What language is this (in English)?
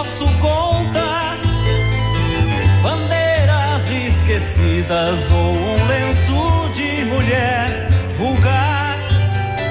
Portuguese